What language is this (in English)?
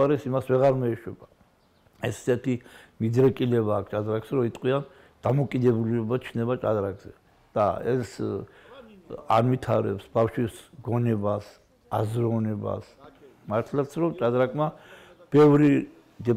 Georgian